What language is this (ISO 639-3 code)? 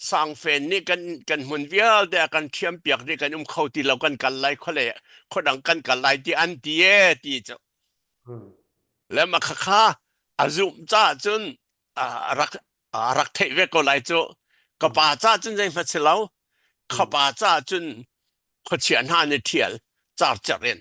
cnh